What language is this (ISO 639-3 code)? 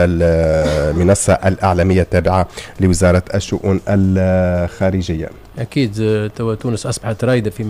aeb